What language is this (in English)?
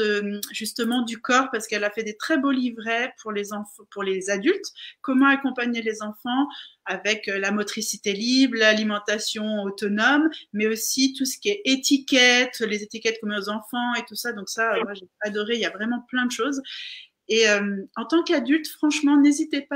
French